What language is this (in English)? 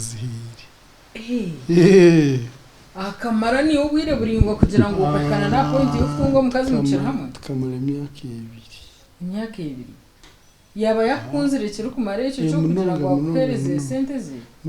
Nyankole